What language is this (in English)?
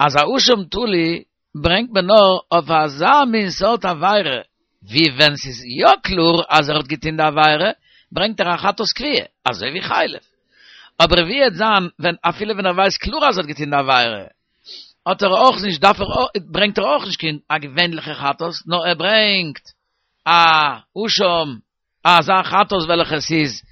Yiddish